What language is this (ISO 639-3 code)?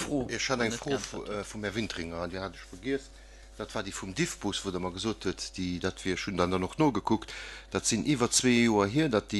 ltz